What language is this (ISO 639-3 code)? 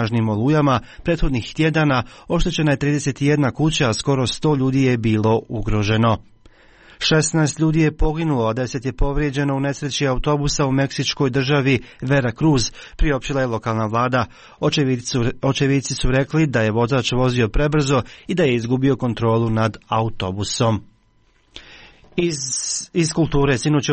hrv